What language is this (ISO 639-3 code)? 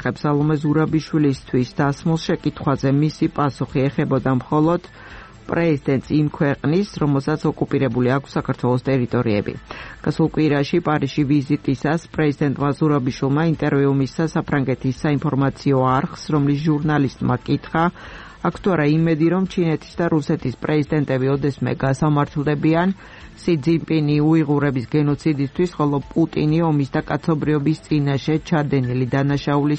kat